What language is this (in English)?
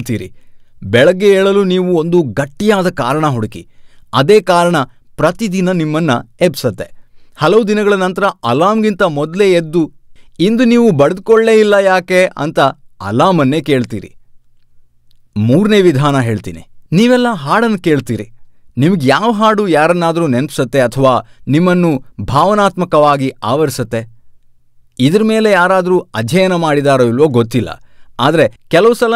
Kannada